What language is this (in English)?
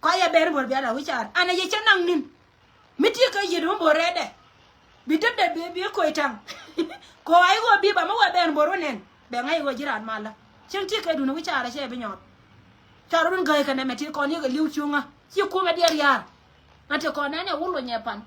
Nuer